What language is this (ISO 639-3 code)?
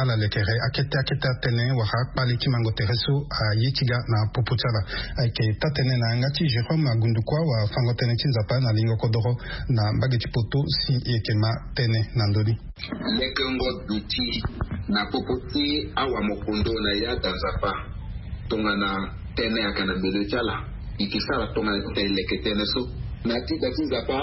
sag